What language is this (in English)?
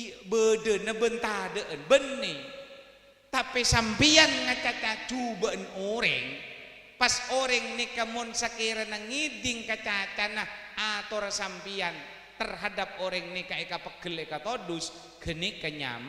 Madurese